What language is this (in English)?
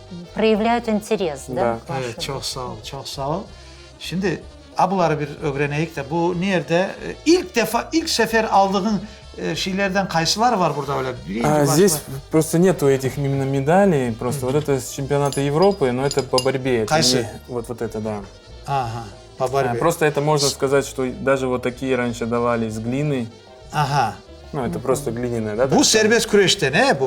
Crimean Tatar